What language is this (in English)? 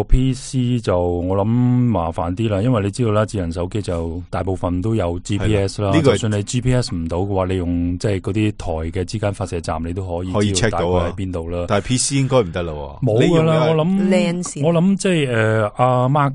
Cantonese